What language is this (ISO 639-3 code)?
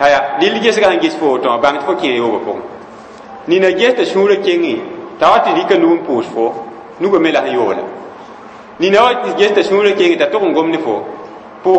mos